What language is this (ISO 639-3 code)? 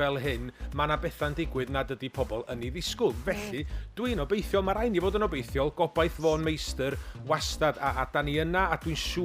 cym